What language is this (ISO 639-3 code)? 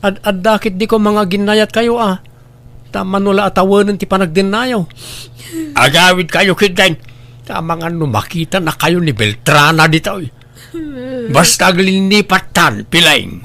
ilo